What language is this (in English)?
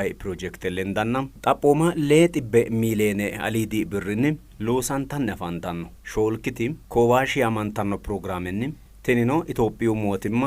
Sidamo